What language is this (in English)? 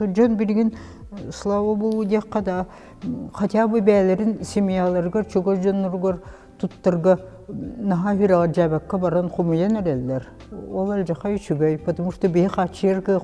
Yakut